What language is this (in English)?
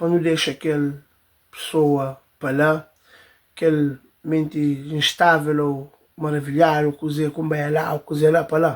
Kabuverdianu